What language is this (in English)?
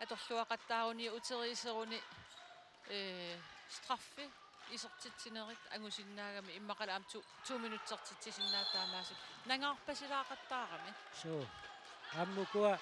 Kalaallisut